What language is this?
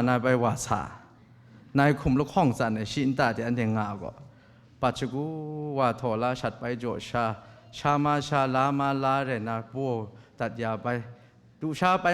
Kachin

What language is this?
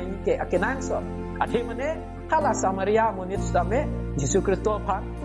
Karbi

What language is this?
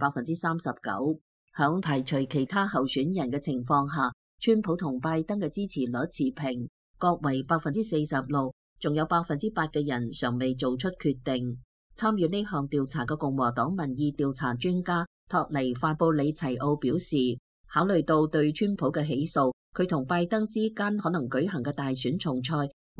Cantonese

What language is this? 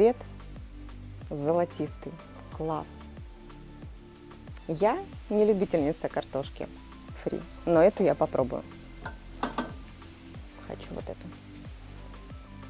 Russian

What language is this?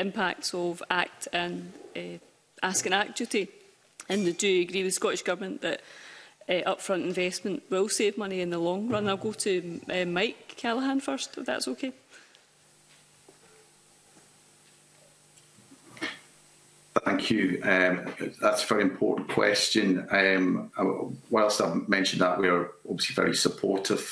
English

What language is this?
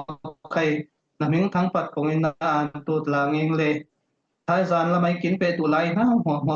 Falam Chin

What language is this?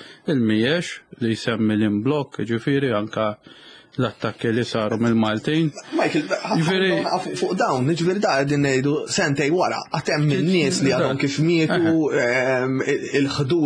Maltese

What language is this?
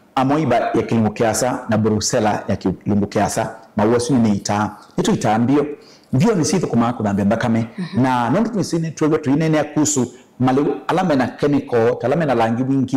Kamba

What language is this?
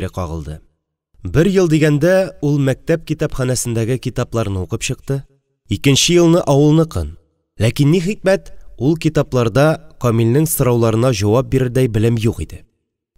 Tatar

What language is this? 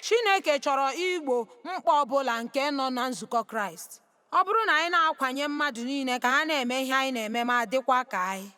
Igbo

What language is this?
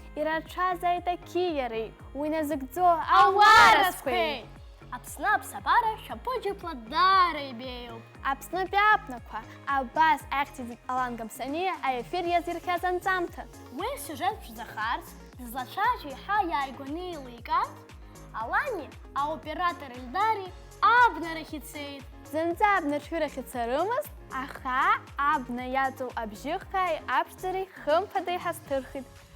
Abkhazian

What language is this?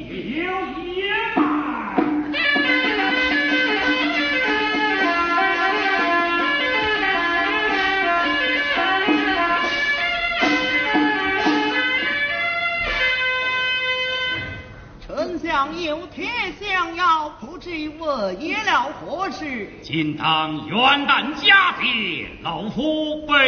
Chinese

